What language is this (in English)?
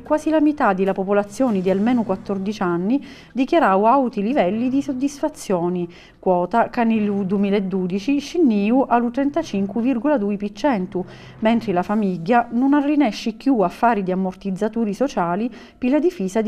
Sicilian